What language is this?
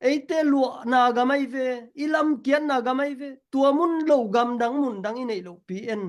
Tedim Chin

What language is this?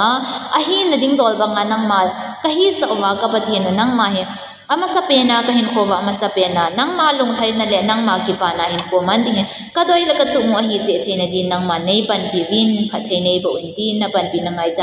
Thado Chin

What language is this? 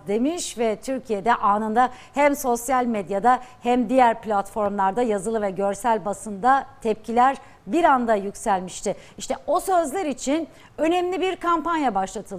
Turkish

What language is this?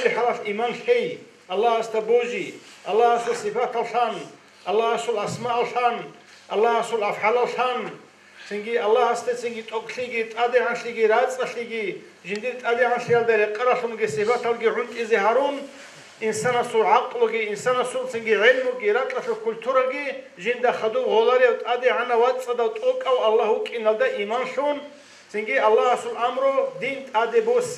Avaric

